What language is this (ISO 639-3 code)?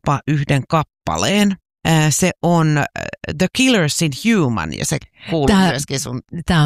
fin